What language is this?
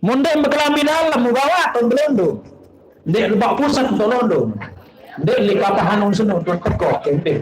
Sasak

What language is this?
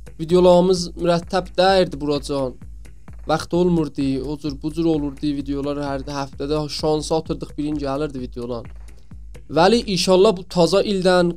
South Azerbaijani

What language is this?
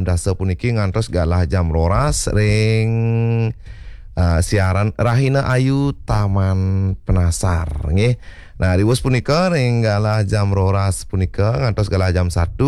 Balinese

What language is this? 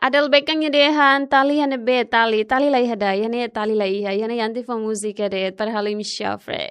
Tetum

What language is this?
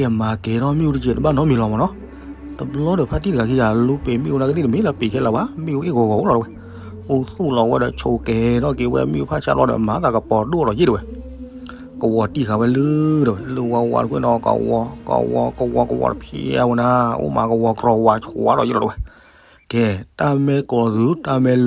S'gaw Karen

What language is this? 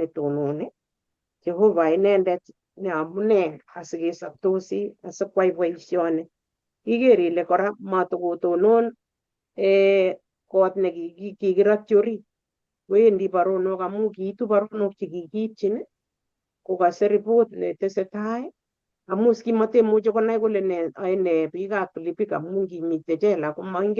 Kalenjin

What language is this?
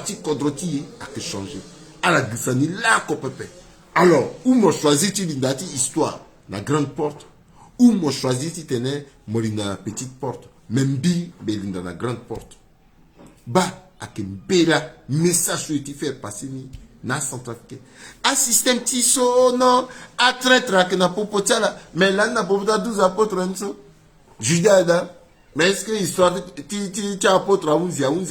Sango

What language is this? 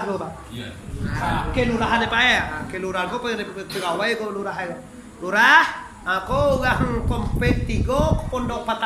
Minangkabau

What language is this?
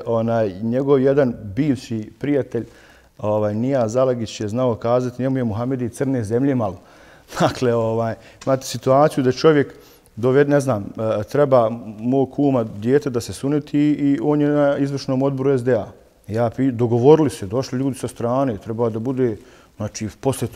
Bosnian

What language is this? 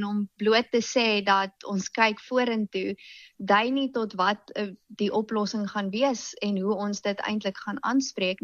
Afrikaans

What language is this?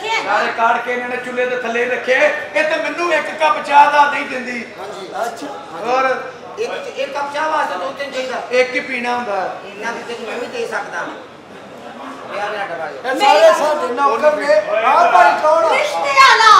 Punjabi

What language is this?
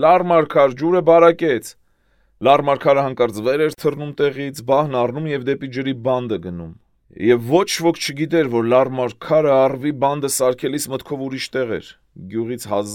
Armenian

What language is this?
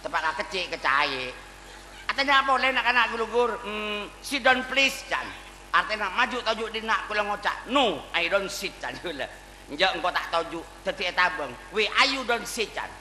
Madurese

